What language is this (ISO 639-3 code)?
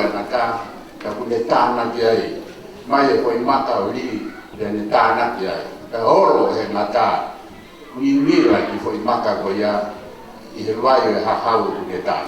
ton